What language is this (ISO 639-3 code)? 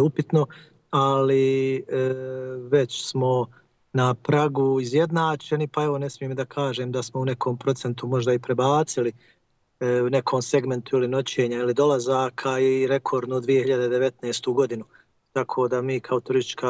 bos